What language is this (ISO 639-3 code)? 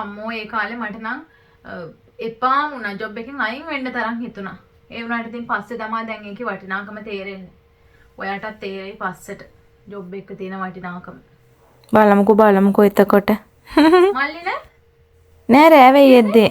sin